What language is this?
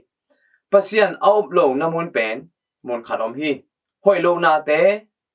Tedim Chin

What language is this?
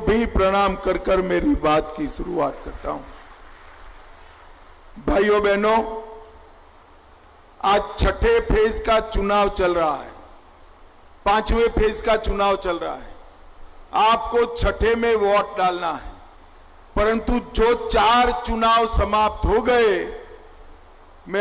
Hindi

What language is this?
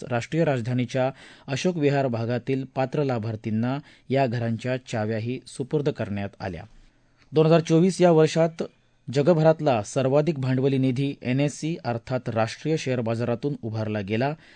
Marathi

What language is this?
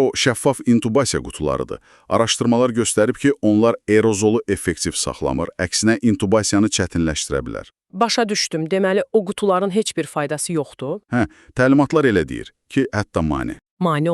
Azerbaijani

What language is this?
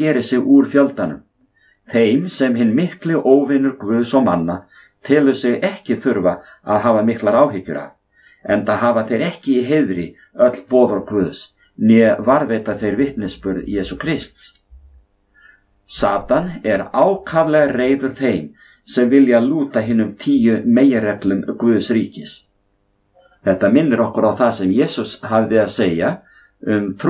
Icelandic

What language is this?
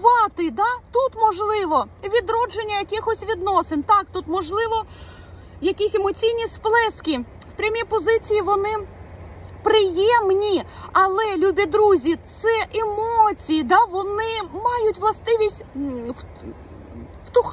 Ukrainian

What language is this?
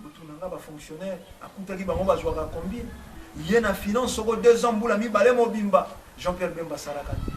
Lingala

